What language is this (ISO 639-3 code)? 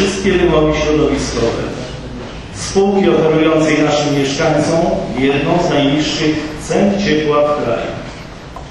pol